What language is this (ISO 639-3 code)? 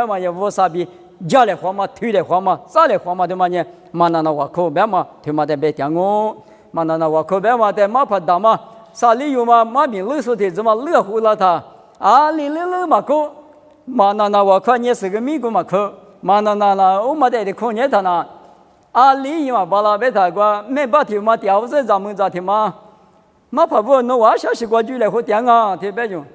lis